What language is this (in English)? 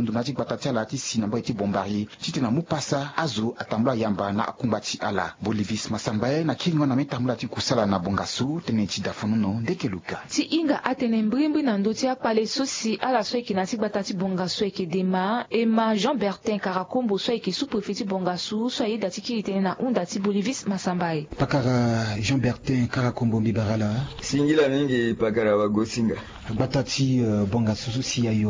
Sango